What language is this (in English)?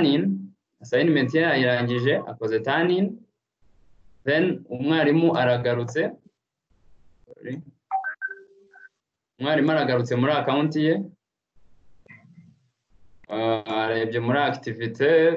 Kinyarwanda